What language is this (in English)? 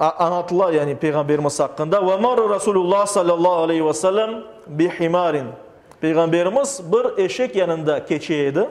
Crimean Tatar